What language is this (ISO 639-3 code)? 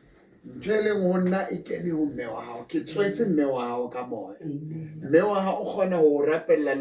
sot